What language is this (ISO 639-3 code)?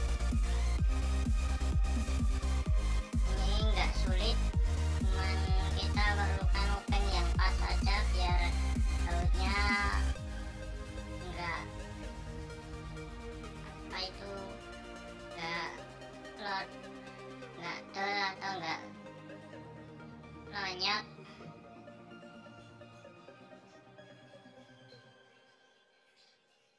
ind